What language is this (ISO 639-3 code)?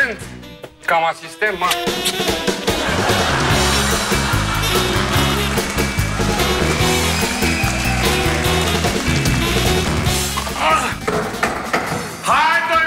ron